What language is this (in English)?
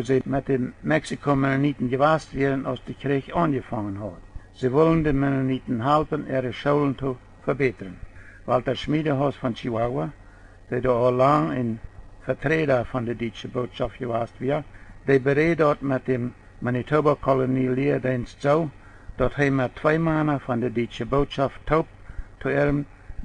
Plautdietsch